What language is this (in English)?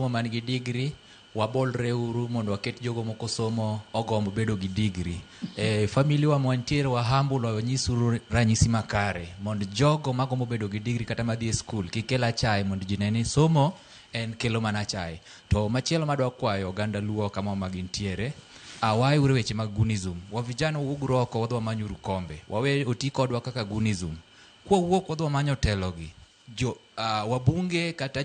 Luo (Kenya and Tanzania)